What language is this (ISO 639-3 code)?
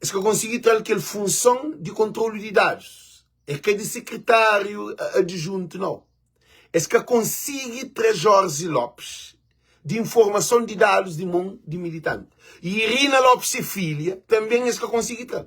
kea